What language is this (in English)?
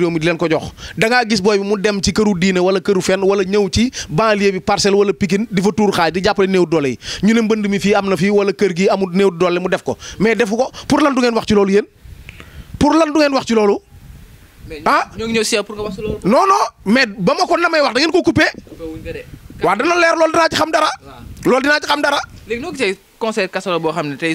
Wolof